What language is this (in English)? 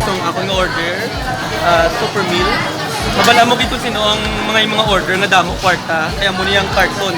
Hiligaynon